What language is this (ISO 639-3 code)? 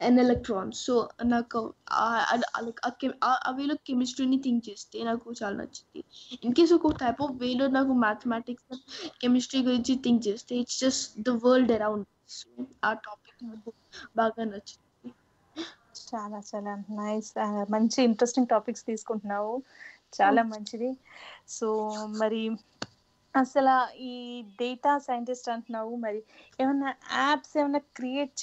tel